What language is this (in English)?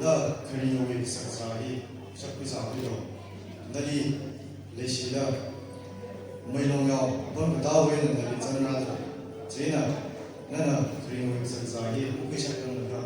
Tangkhul Naga (India)